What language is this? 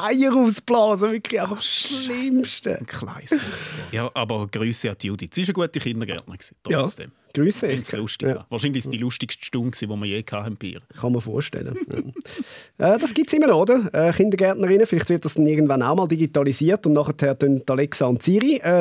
Swiss German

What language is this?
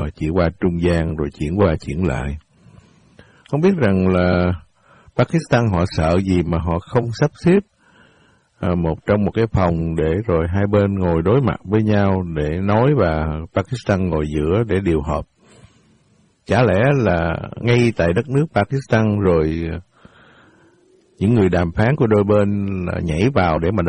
Vietnamese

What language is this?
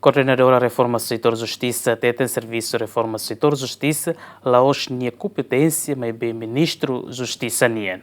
Tetum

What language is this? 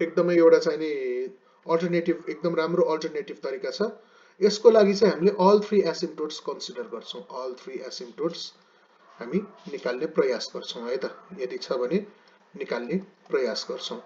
Nepali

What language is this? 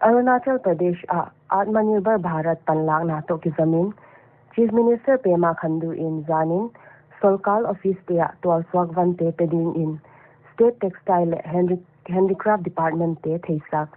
Paite Chin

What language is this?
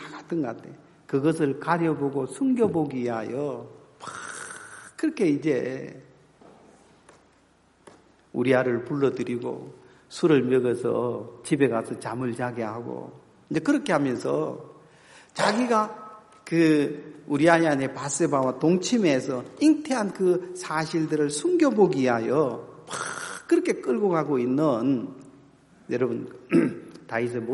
Korean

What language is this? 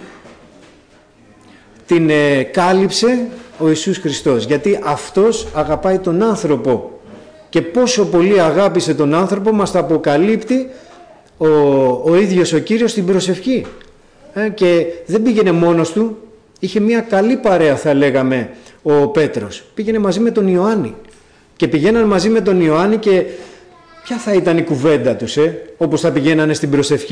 Greek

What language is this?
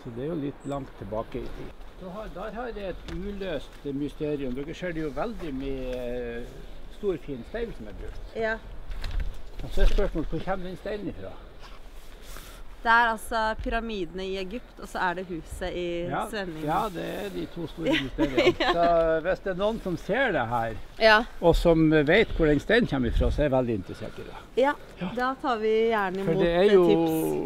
Norwegian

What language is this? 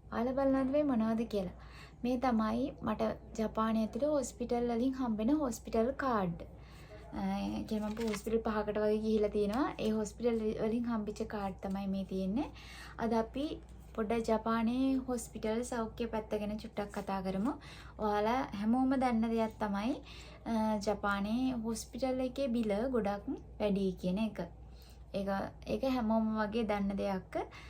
Sinhala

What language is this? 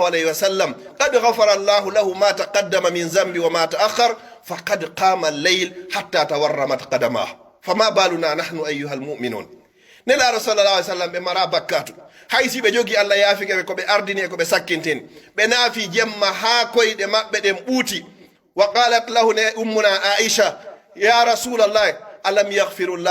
Pular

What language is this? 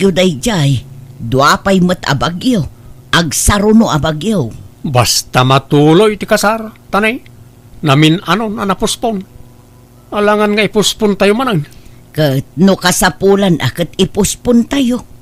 Iloko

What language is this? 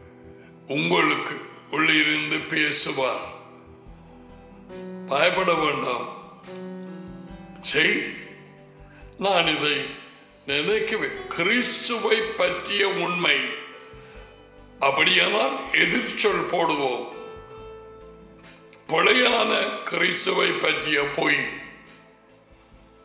Tamil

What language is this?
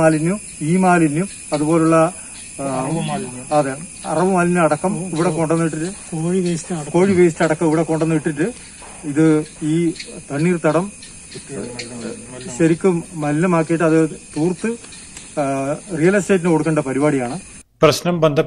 Malayalam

